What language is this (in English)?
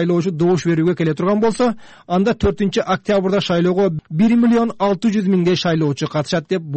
Kyrgyz